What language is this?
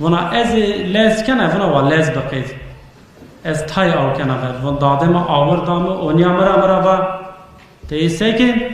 Zaza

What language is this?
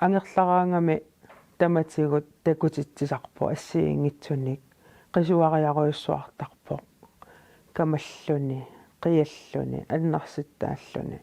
Kalaallisut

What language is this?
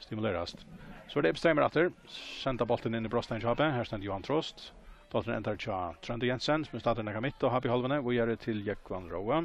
Faroese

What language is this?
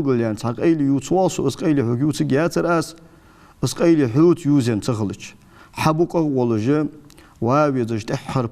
Ingush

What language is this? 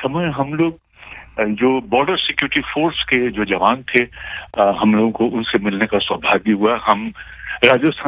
Hindi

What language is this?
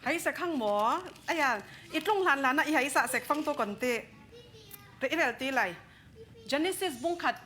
Falam Chin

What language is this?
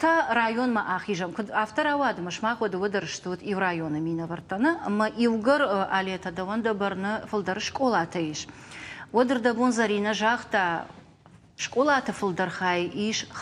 Ossetic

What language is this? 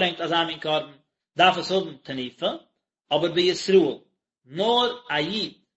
Yiddish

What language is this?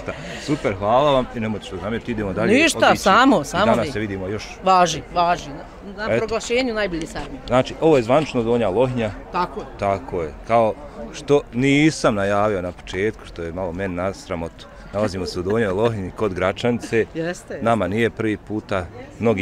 Bosnian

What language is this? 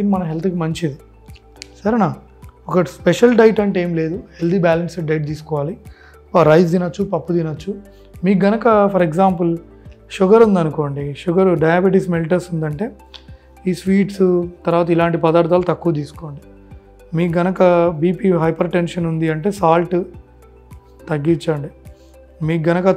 Telugu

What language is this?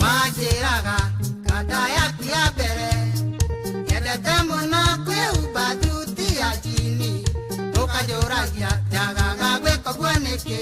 Kikuyu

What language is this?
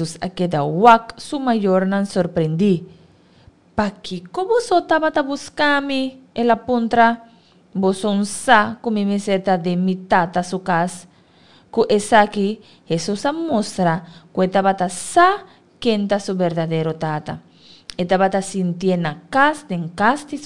Papiamento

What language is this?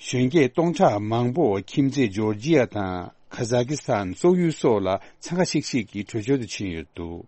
Tibetan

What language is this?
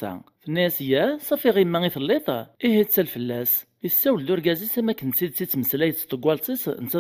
Kabyle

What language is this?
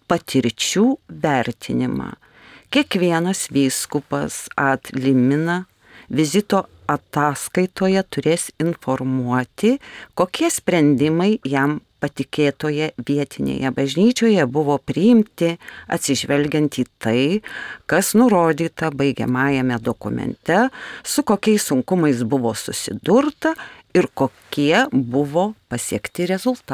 Lithuanian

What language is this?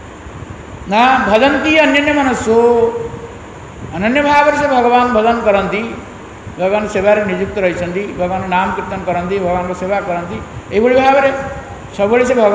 Odia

